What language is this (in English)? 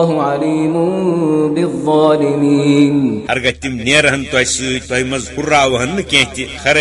Kashmiri